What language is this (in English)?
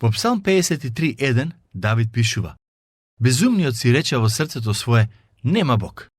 Macedonian